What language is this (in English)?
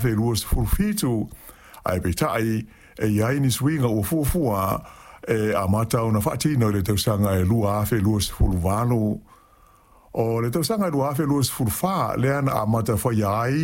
Samoan